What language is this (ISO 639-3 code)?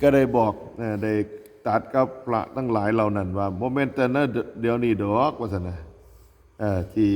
tts